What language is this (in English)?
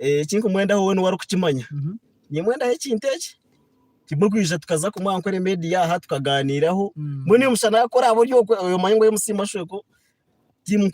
Nyankole